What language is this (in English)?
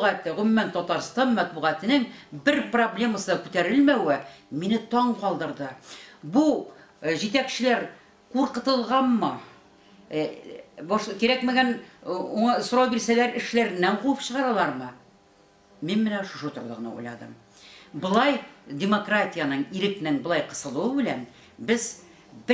Tatar